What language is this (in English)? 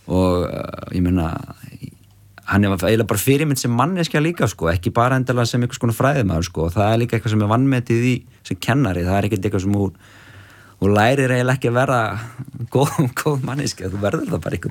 Icelandic